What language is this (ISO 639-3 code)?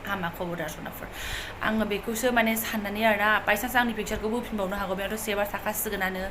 brx